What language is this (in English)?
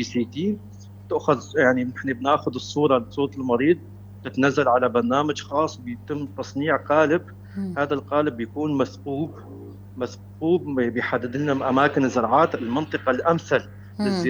North Levantine Arabic